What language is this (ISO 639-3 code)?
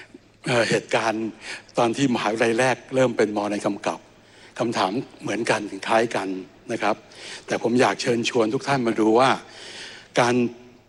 tha